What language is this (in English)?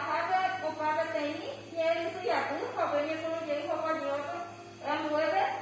Guarani